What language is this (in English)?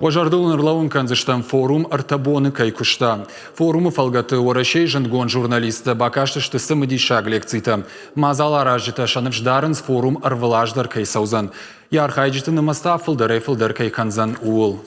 Ossetic